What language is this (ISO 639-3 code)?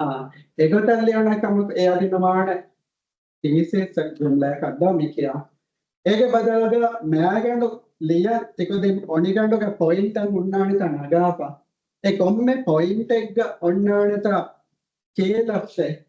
div